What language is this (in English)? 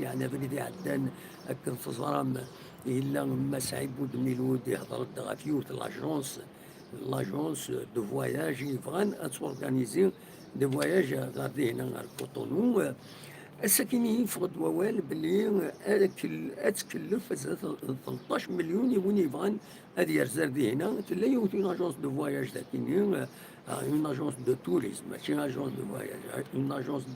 Kabyle